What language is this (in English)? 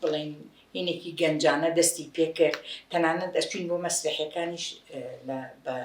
Central Kurdish